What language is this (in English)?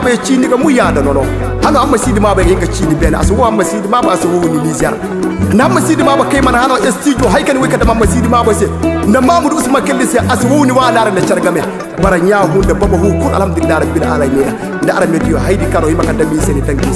Koyraboro Senni